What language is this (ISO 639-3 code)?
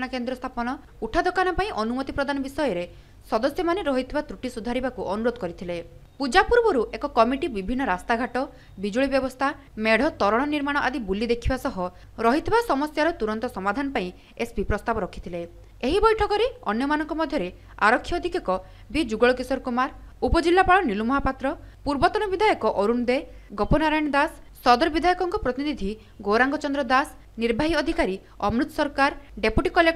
ori